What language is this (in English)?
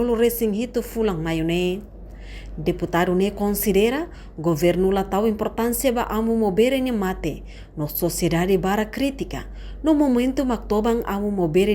Tetum